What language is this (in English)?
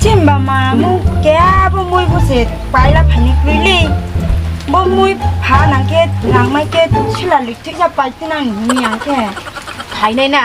Riang (India)